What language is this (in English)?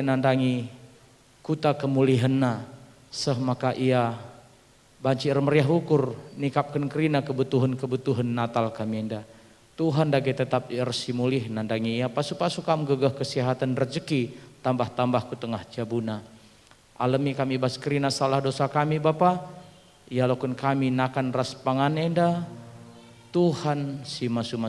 Batak Karo